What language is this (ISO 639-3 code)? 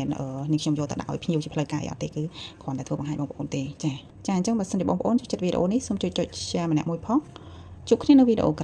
khm